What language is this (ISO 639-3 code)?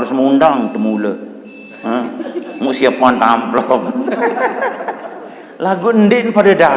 sas